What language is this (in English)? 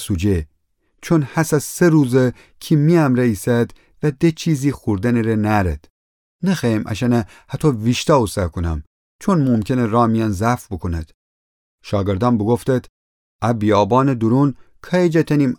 Gilaki